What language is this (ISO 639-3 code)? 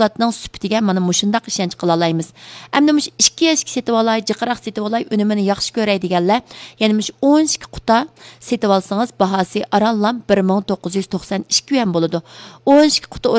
uig